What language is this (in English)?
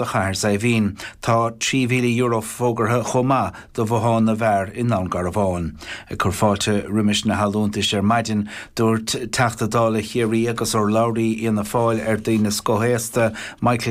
Irish